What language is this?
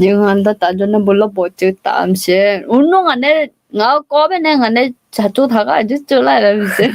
Akha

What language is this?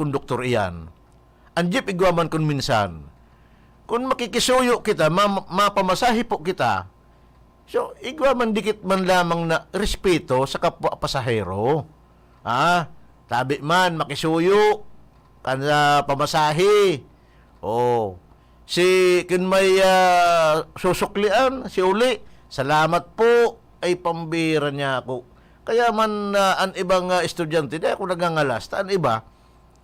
Bikol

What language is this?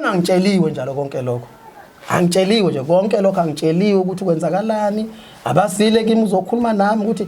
Zulu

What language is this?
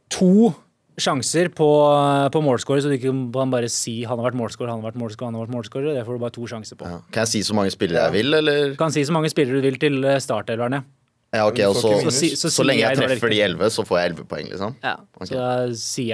Norwegian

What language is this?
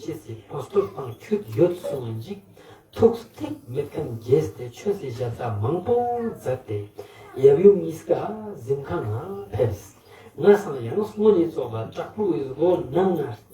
Ladakhi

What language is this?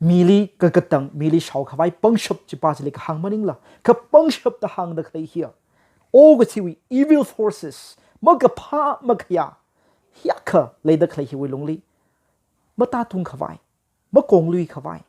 Tangkhul Naga (India)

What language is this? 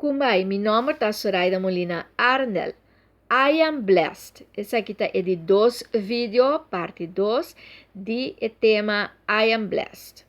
Papiamento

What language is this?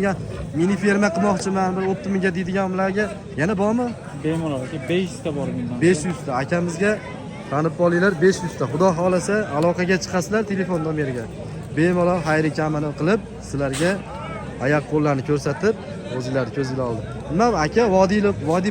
Uzbek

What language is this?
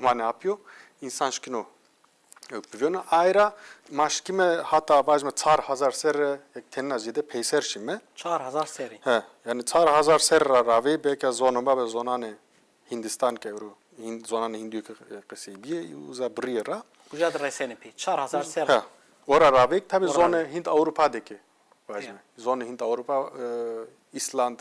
Zaza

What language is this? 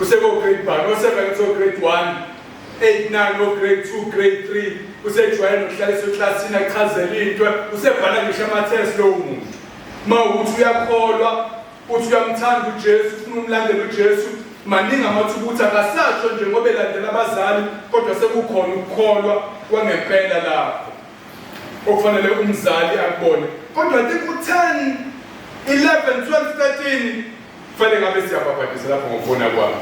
Zulu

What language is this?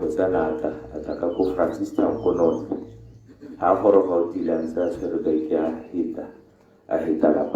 Tswana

